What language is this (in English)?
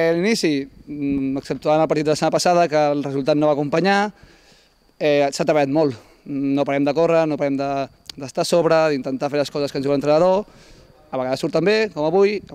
Catalan